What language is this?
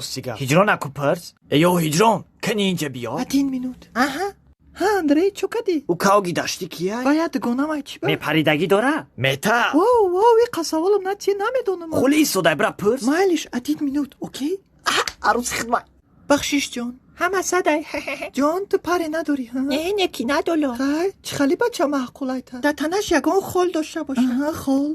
Tajik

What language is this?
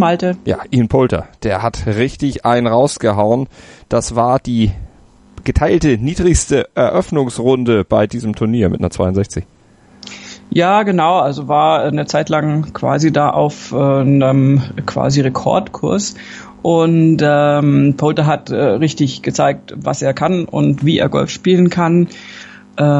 German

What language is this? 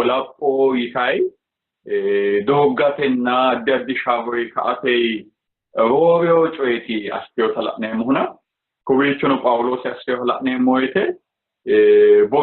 Sidamo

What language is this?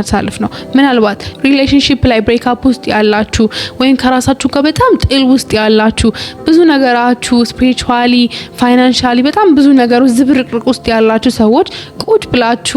Amharic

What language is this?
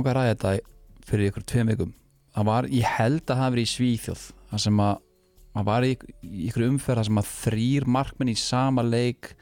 Icelandic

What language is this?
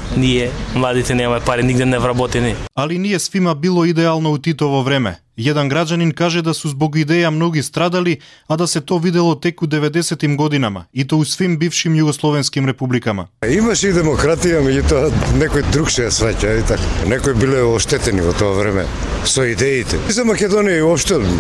Macedonian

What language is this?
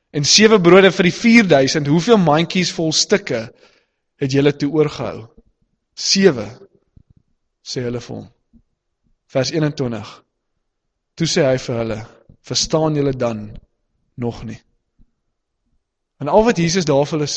Afrikaans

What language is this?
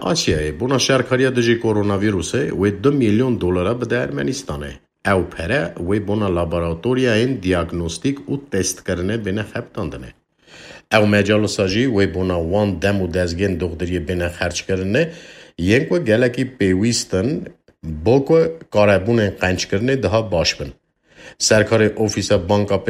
Kurdish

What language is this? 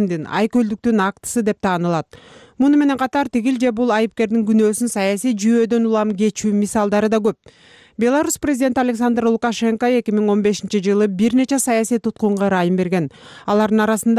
Kyrgyz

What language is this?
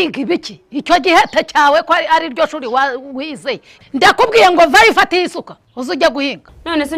Kinyarwanda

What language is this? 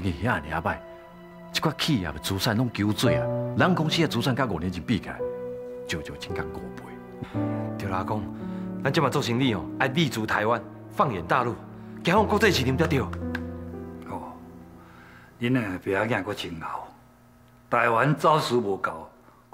Min Nan Chinese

